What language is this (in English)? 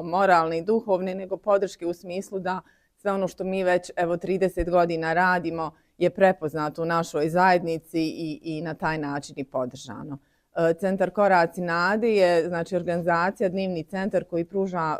Bosnian